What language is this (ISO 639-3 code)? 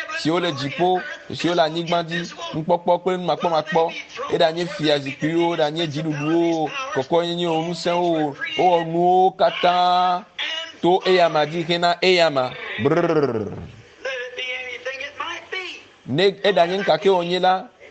ewe